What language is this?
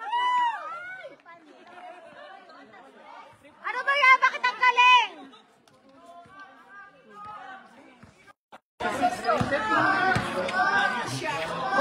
Filipino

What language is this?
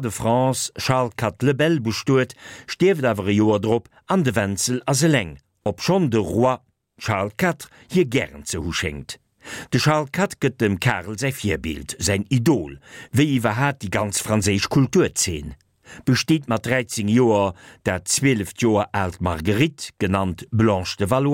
Luxembourgish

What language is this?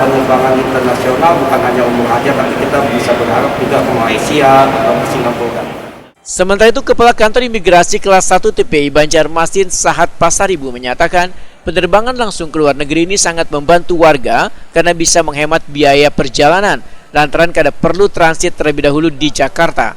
Banjar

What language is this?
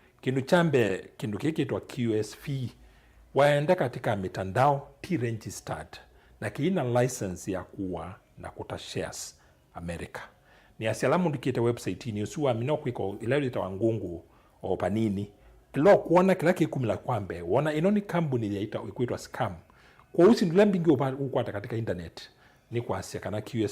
Kamba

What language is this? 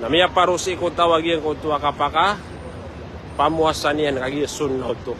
Maranao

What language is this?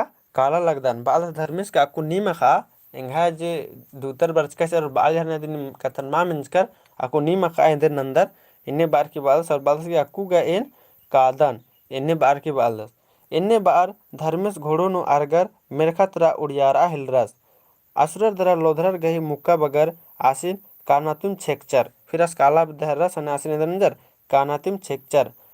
Kurukh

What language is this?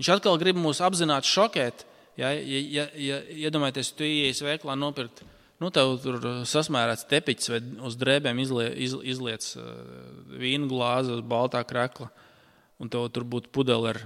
Latvian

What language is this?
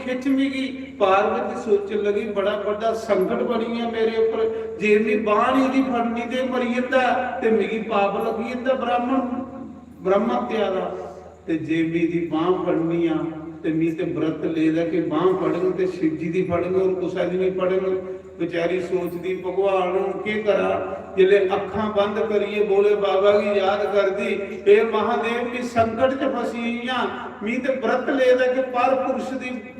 Dogri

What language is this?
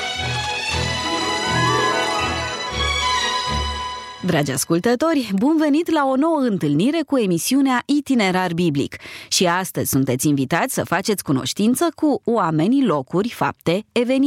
Romanian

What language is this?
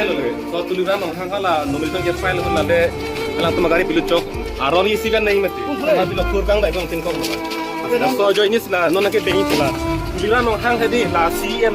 Karbi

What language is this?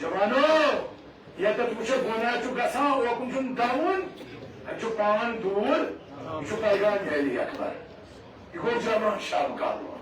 Kashmiri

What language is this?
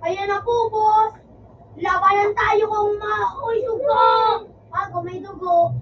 Bikol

